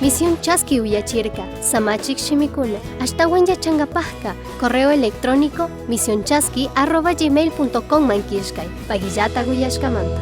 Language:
Chimborazo Highland Quichua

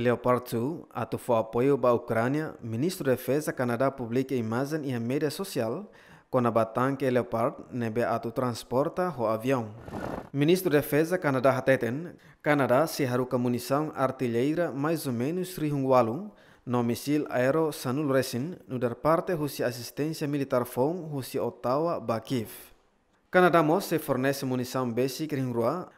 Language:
Tetum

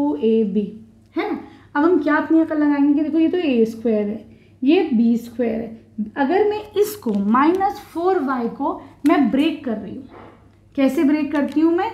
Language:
Hindi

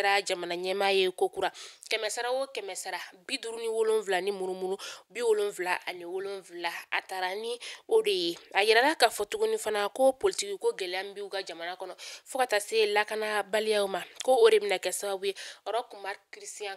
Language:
Bambara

